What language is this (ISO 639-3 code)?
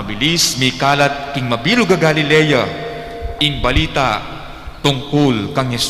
pam